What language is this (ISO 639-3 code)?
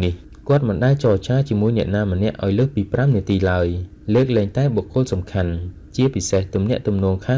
khm